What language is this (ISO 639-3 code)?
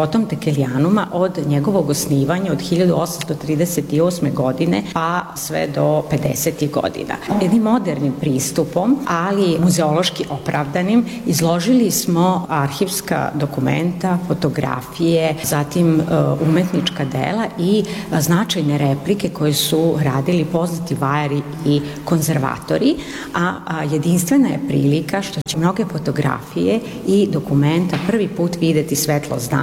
srp